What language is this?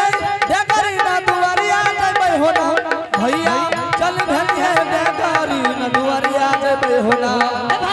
Angika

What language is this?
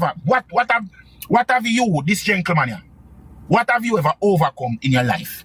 Jamaican Creole English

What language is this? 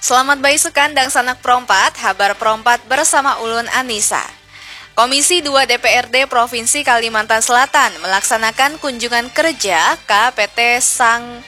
Banjar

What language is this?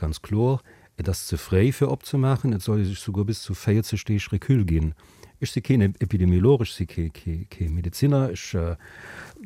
Luxembourgish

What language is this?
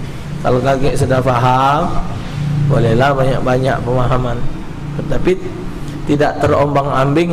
Musi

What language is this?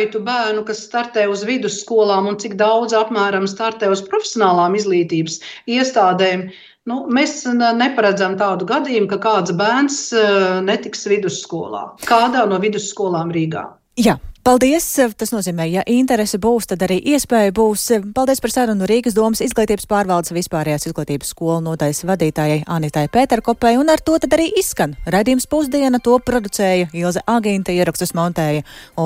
Latvian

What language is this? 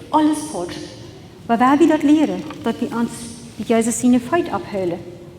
Plautdietsch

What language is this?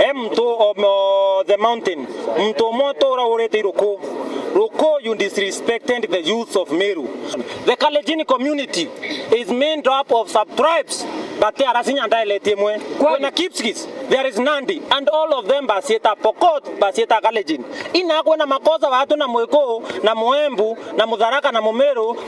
Meru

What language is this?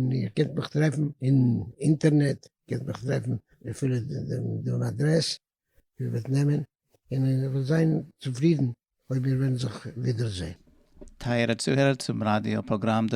Yiddish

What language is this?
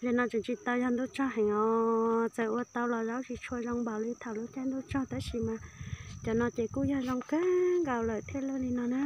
Hmong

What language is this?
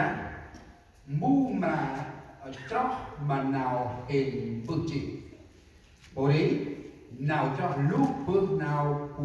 Central Mnong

